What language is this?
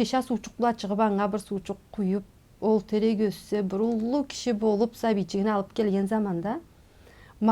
Karachay-Balkar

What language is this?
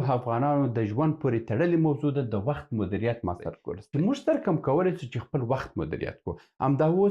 Pashto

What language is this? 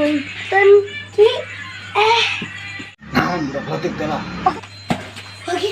Sundanese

